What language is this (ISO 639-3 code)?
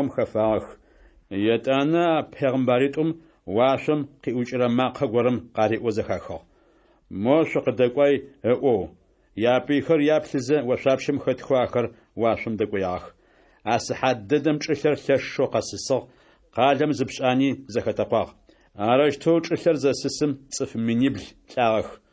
ady